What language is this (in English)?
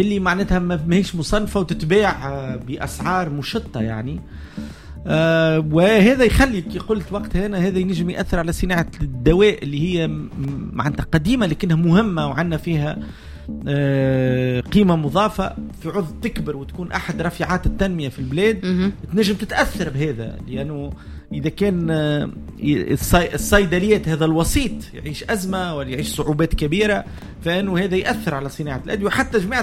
Tunisian Arabic